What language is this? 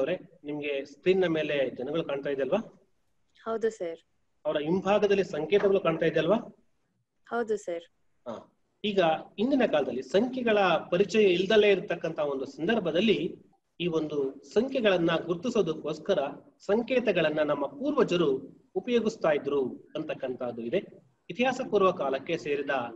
Kannada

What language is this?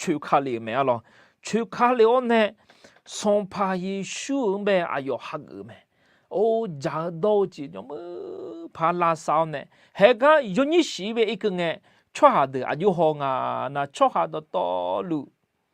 Akha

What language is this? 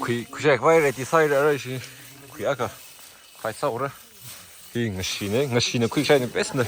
Tangkhul Naga (India)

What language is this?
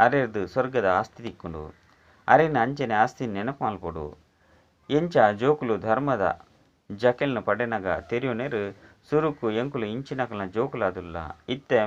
Tulu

